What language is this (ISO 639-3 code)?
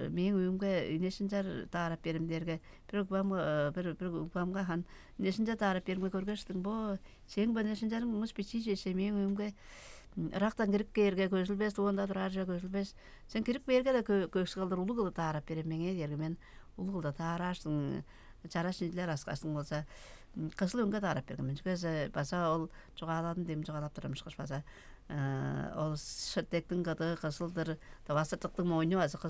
tyv